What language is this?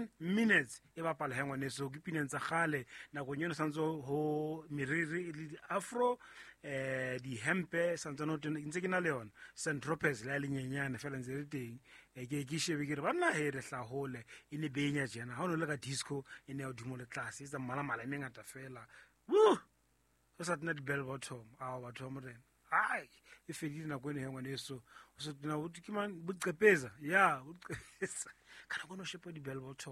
Southern Sotho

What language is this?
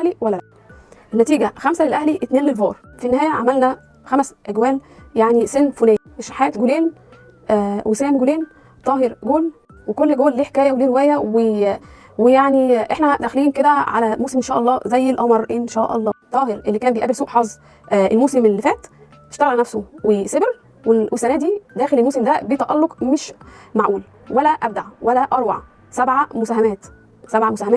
Egyptian Arabic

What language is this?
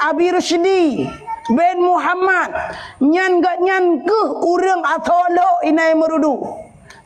Achinese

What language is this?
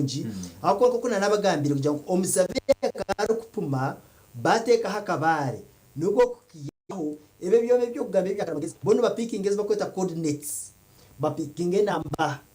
Nyankole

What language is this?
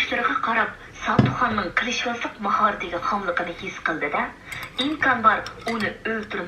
Uyghur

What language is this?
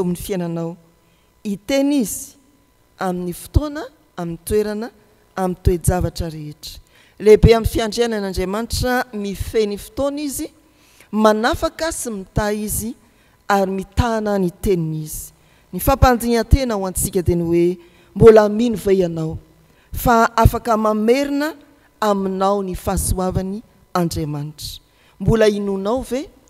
Malagasy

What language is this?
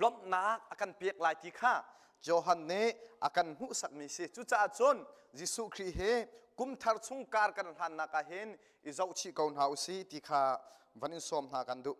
Hakha Chin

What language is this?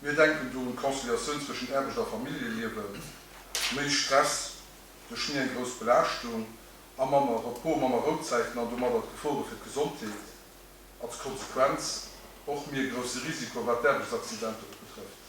Luxembourgish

